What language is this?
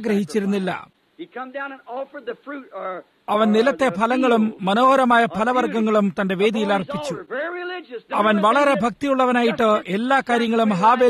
Malayalam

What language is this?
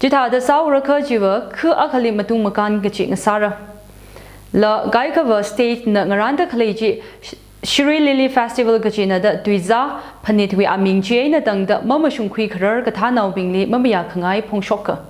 Tangkhul Naga (India)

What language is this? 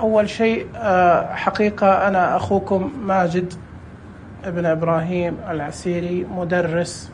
Najdi Arabic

